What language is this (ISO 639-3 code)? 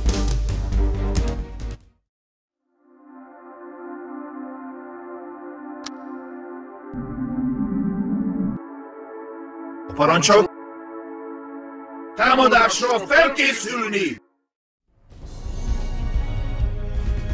hun